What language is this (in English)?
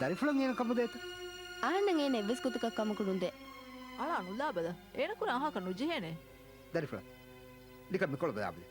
Divehi